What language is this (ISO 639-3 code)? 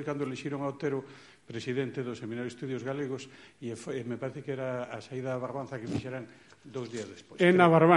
glg